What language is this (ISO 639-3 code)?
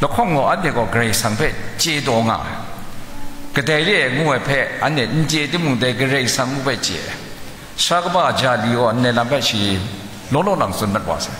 kac